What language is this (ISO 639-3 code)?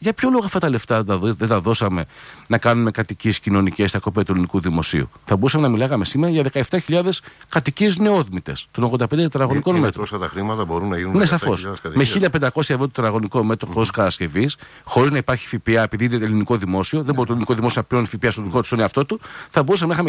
ell